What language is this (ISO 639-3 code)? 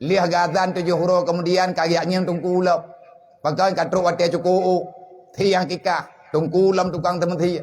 ace